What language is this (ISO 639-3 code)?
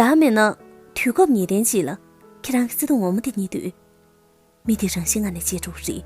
bod